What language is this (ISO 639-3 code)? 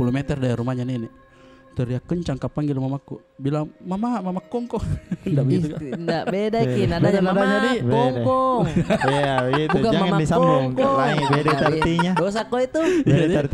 mfp